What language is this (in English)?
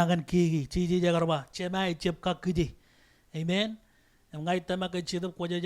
Marshallese